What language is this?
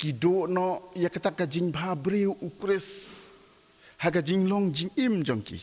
Khasi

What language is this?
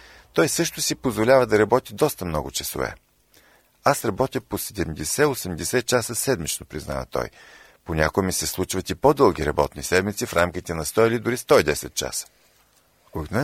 Bulgarian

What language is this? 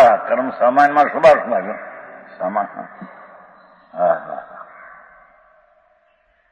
Gujarati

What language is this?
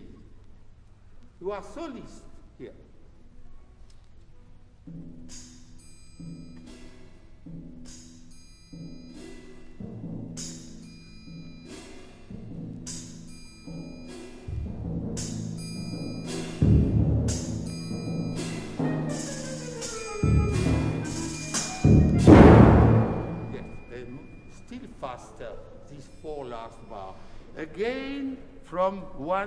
English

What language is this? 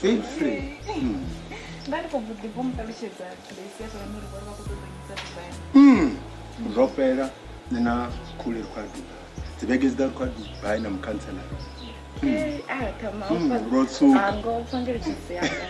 Venda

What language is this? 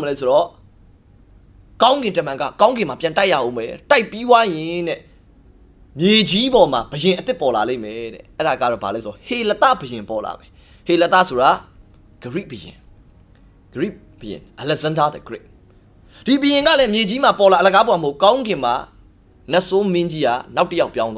Burmese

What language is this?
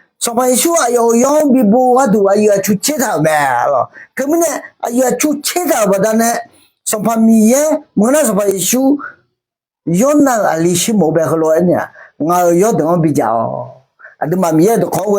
Akha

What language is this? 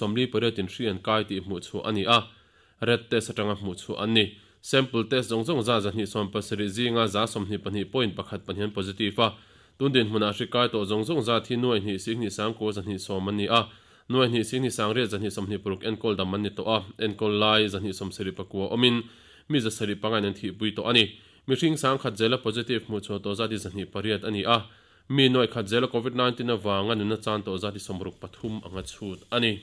Mizo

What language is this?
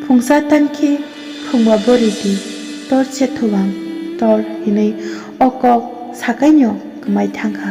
Kok Borok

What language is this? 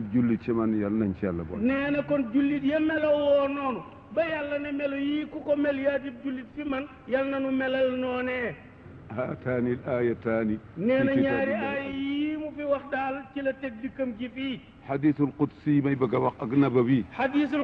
Wolof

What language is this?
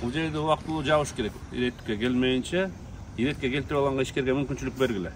Kyrgyz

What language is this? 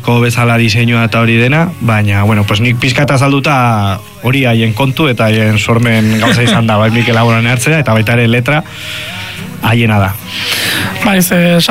Basque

